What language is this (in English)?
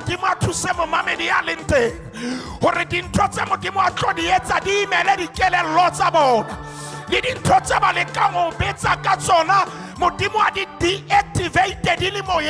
Southern Sotho